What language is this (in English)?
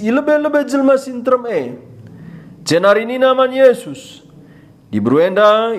Batak Karo